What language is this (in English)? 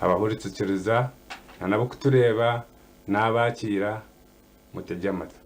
Nyankole